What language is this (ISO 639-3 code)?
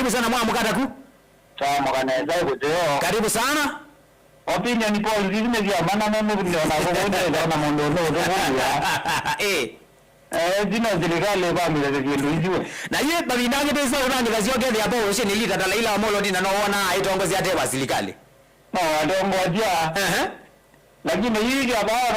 kam